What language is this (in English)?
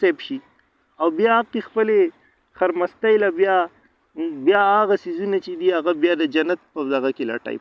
Pashto